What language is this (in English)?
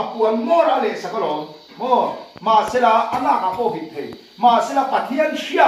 Vietnamese